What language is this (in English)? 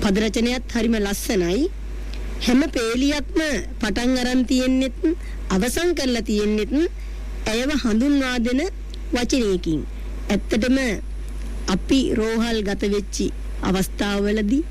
Sinhala